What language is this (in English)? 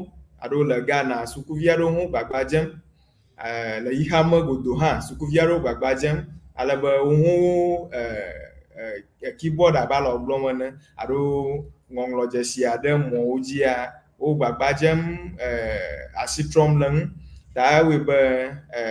Ewe